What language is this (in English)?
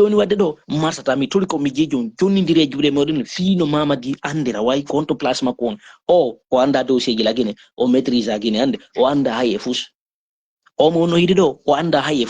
Fula